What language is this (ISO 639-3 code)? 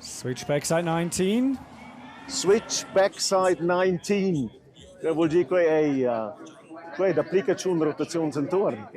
roh